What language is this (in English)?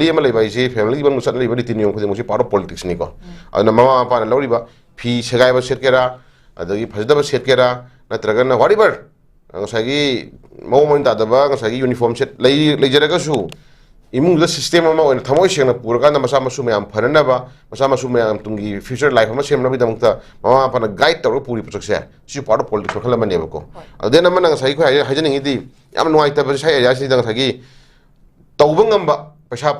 Manipuri